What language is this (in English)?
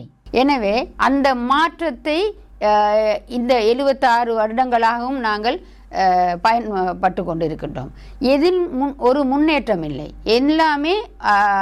Tamil